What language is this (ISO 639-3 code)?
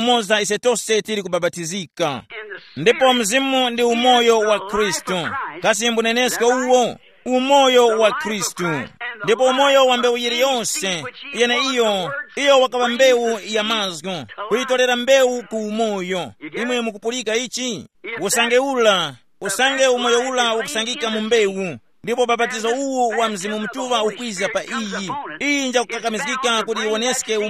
tum